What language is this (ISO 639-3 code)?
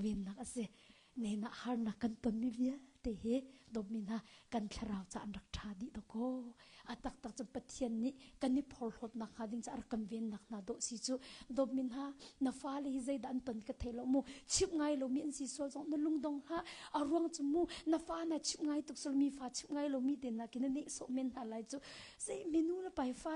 cnh